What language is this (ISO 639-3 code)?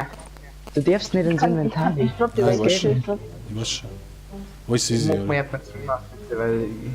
bar